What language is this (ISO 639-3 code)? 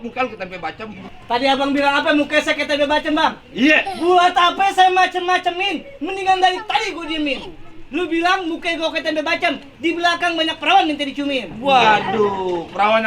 bew